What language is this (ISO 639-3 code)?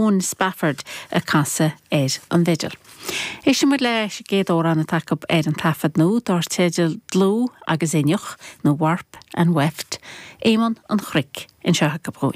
gle